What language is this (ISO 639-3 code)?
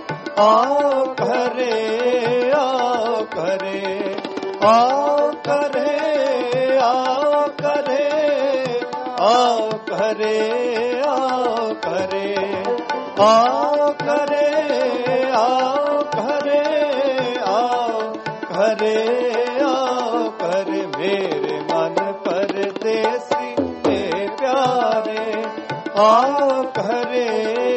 pan